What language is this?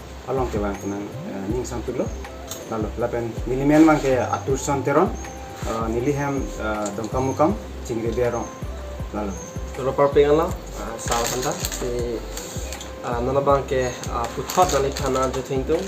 Karbi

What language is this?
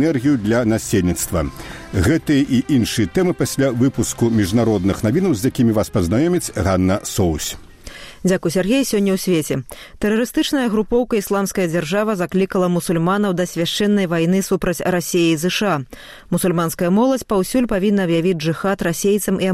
Belarusian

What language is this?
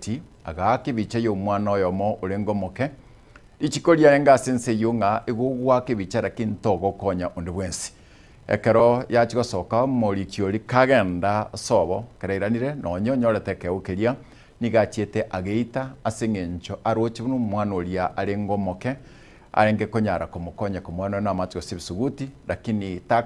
Gusii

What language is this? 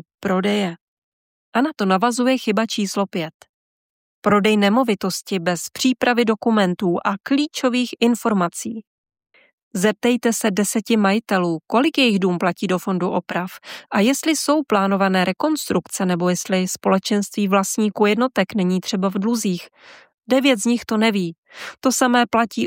Czech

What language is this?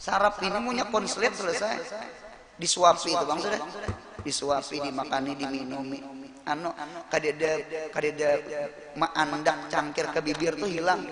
Banjar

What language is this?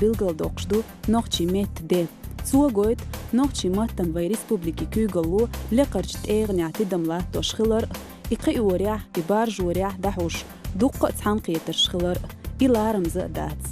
Chechen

